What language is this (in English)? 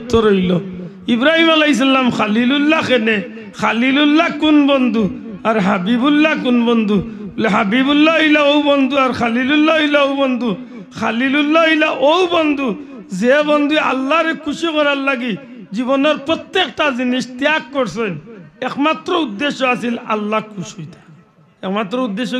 Sylheti